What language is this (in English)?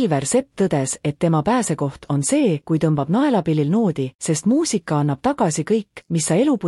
Estonian